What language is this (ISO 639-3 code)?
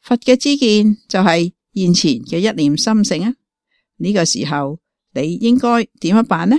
yue